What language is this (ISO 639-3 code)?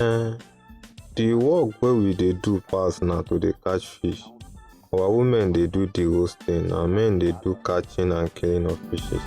pcm